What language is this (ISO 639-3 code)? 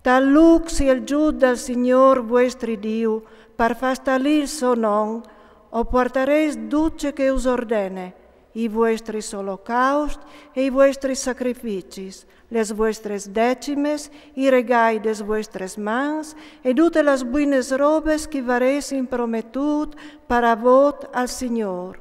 fur